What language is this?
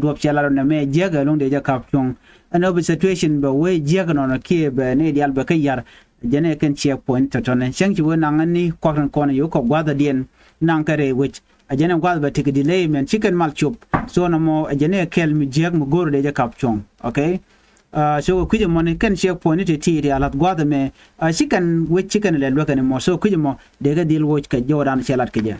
Nuer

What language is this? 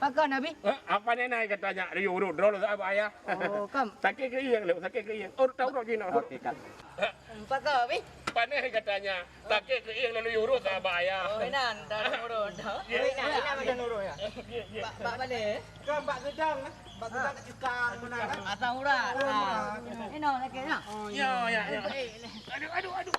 Achinese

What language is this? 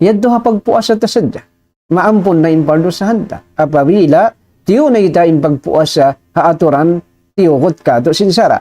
Tausug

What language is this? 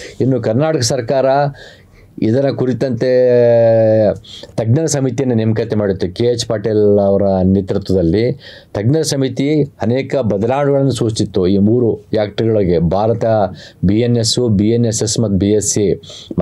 Kannada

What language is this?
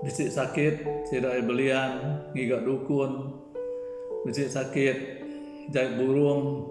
Iban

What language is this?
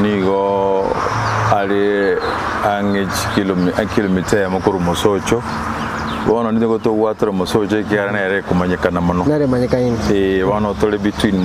Gusii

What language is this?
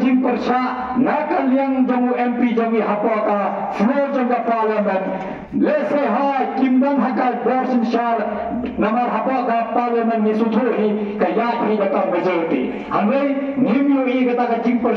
Khasi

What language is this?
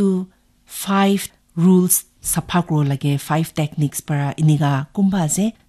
Naga Pidgin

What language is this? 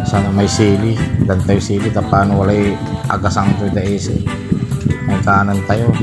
Pangasinan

